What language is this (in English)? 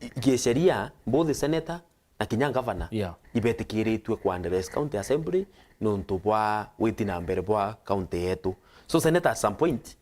Meru